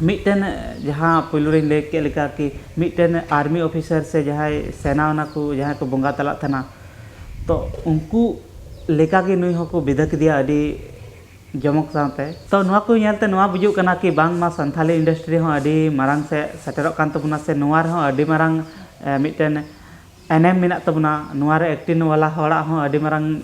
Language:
Santali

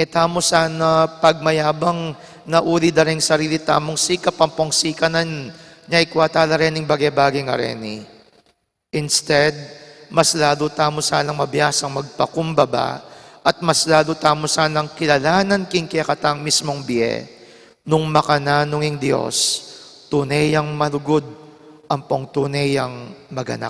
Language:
Pampanga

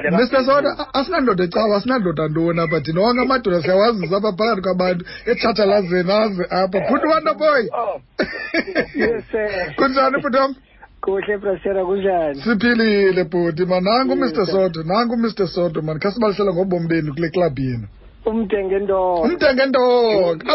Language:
Xhosa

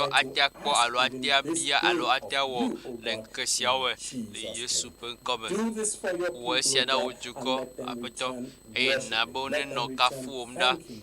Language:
Ewe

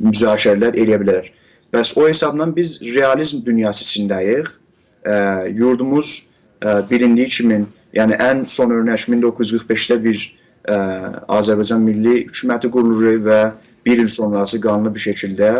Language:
South Azerbaijani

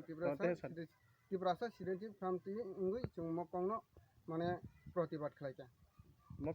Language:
Kok Borok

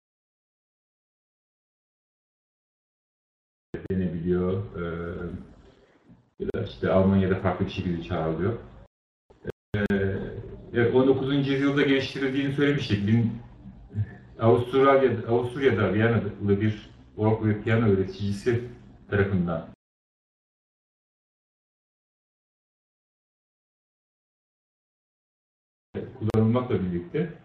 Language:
Turkish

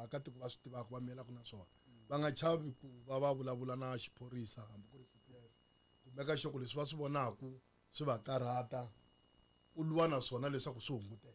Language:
Tsonga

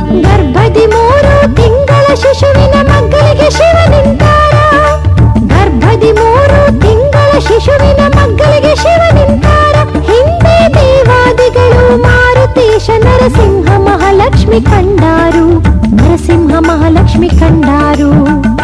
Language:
Kannada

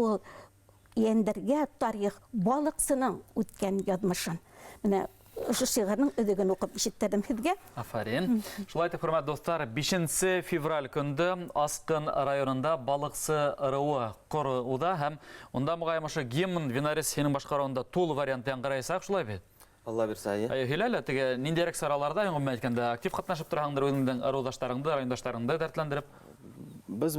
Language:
Bashkir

